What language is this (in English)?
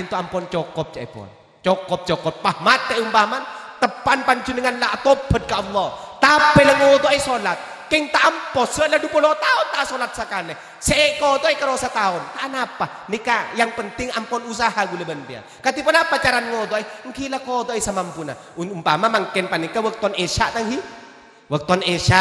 Madurese